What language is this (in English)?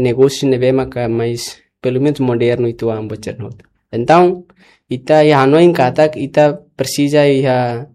Tetum